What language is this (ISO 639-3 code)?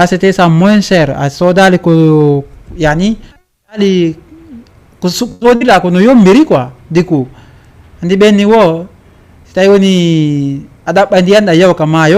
ful